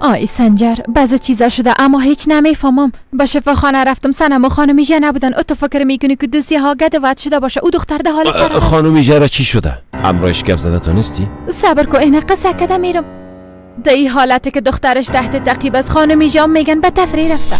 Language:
Persian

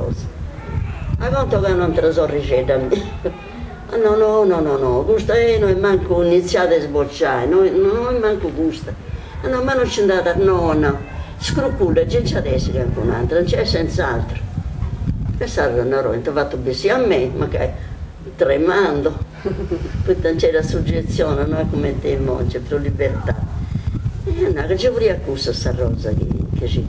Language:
Sardinian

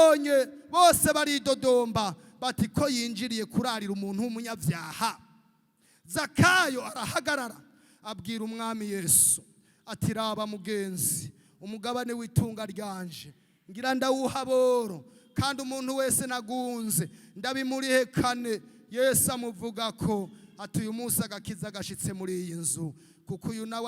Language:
Rundi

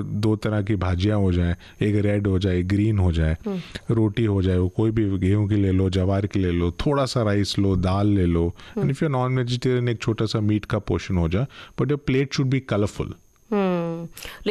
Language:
Hindi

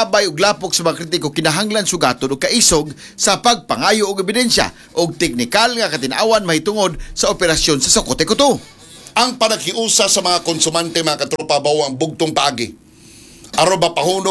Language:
Cebuano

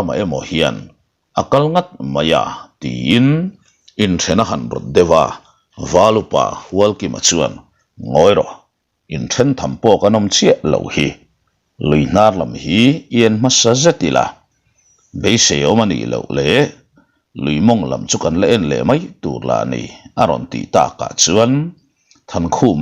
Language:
Mizo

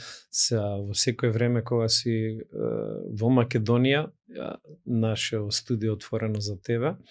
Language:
Macedonian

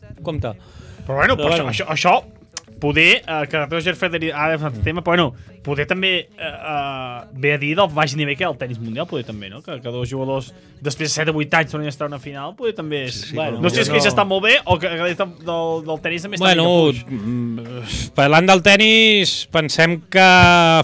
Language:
Catalan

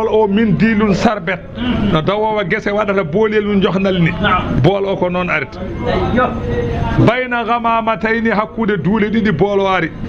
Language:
Fula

